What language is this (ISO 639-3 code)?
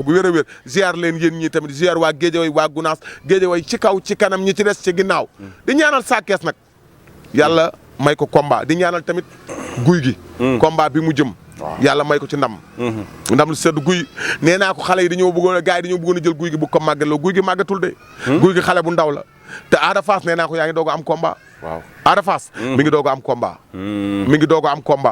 wol